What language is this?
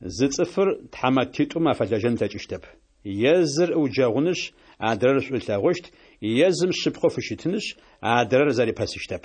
Adyghe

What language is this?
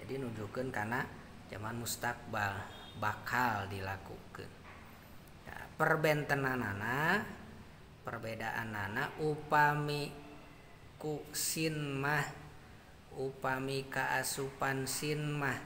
Sundanese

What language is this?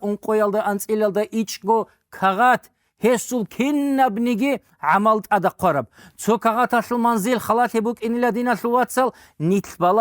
Avaric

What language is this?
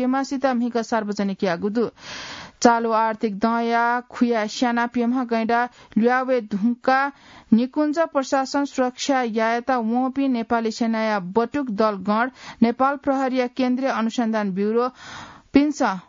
Newari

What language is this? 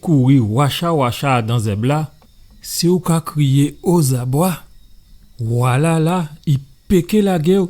Guadeloupean Creole French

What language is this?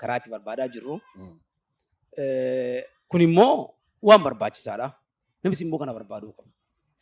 Oromo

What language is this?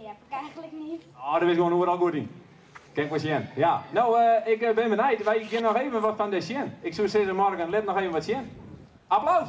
Western Frisian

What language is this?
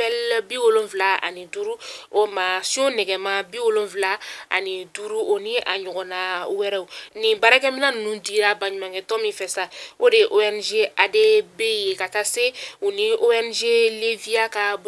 Bambara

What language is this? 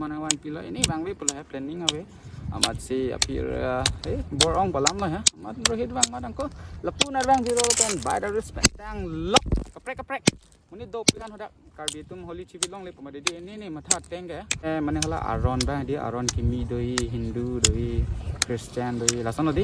Karbi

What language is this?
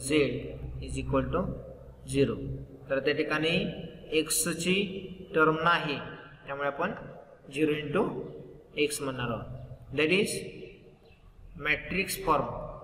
Marathi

